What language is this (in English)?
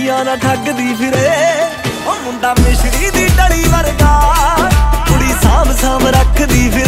Punjabi